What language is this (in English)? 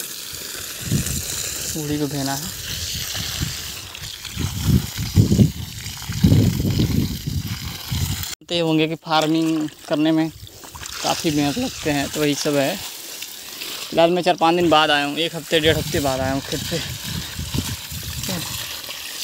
Hindi